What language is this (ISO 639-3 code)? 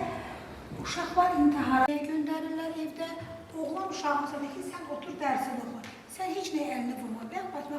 aze